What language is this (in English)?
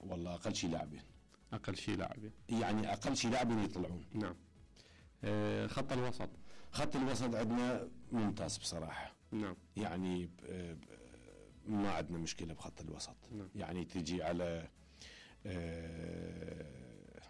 Mesopotamian Arabic